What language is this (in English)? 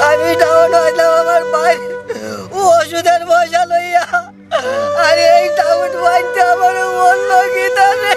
Sylheti